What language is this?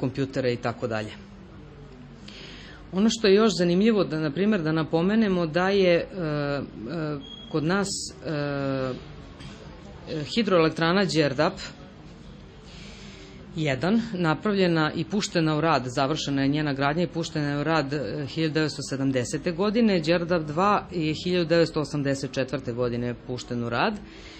Serbian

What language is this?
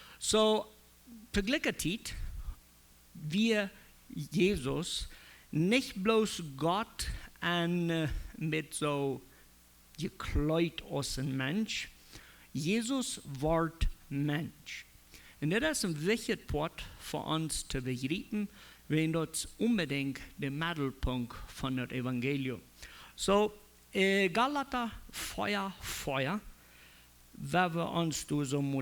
Plautdietsch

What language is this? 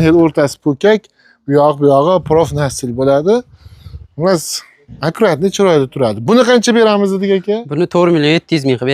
Uzbek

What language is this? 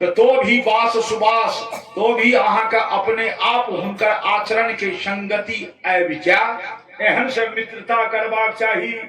Maithili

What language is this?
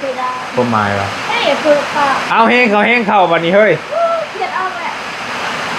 Northeastern Thai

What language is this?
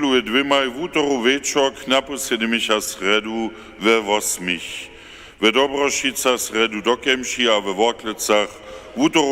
Upper Sorbian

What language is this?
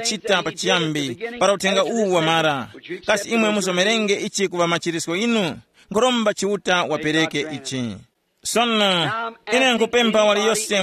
Tumbuka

